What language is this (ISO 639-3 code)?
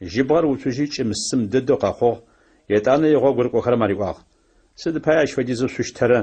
ady